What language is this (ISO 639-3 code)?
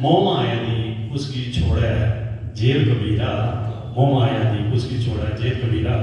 doi